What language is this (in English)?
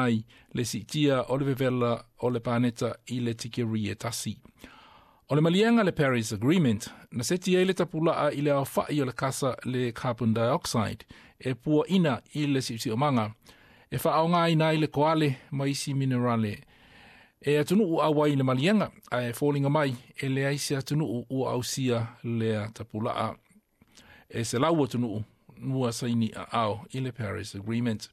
Samoan